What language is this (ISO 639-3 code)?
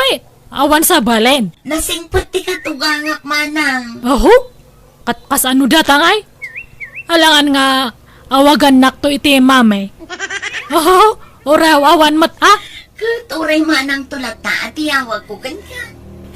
ilo